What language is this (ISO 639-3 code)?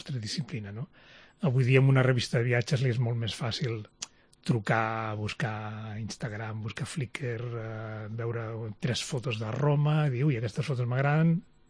cat